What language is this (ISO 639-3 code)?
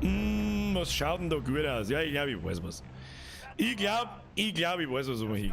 bar